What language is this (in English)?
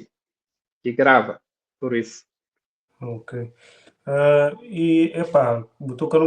Kabuverdianu